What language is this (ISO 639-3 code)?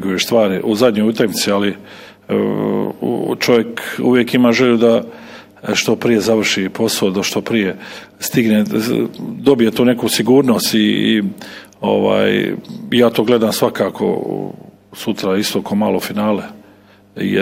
bos